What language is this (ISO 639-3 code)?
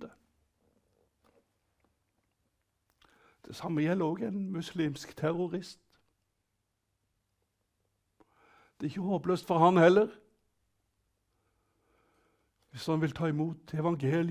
nor